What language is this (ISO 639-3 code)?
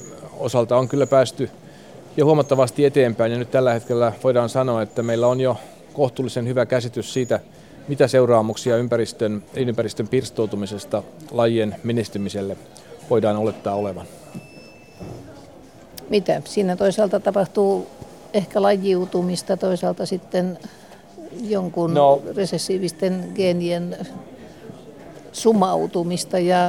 fin